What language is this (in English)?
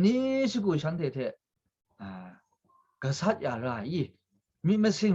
Kachin